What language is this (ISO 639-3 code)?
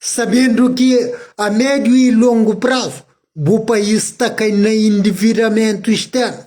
kea